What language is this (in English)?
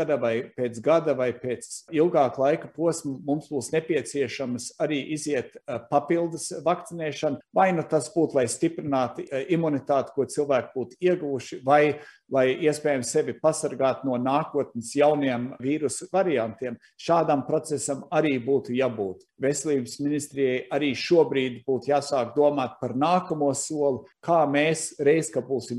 Latvian